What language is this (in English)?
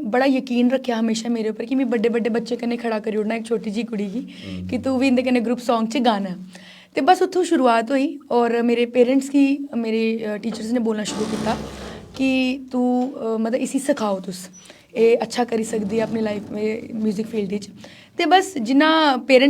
Dogri